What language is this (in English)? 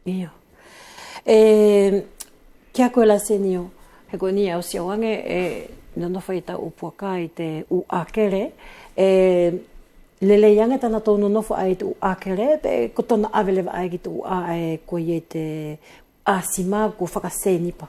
Wallisian